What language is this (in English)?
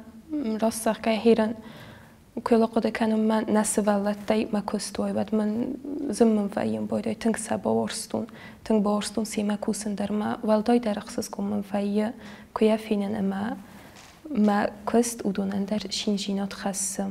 Ossetic